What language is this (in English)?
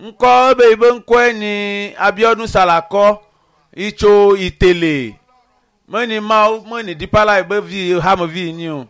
Ewe